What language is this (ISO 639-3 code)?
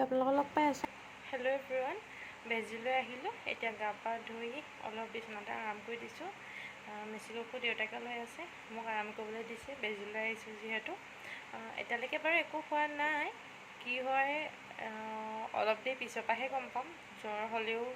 asm